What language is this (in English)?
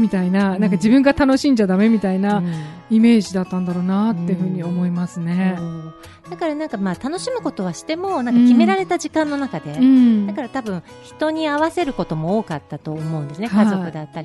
Japanese